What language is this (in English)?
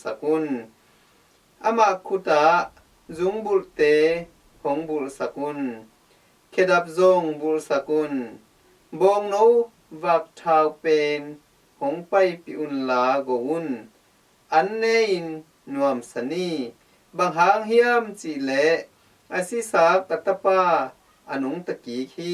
Tedim Chin